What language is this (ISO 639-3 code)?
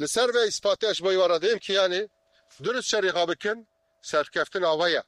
kur